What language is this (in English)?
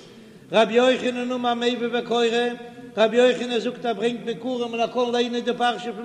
Yiddish